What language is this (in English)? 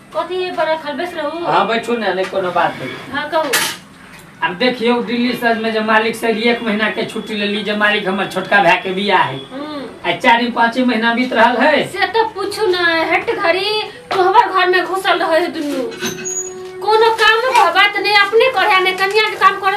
Maithili